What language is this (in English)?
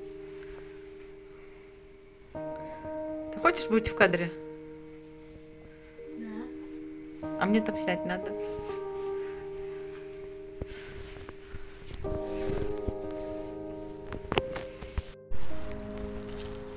Russian